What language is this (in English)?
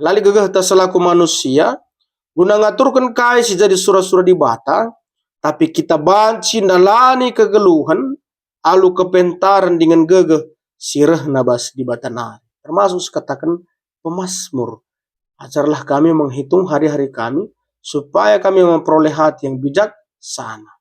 Batak Karo